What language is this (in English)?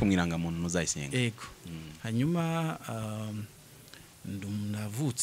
Kinyarwanda